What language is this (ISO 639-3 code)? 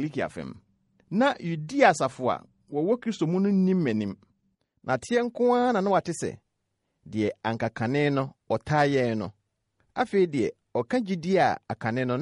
aka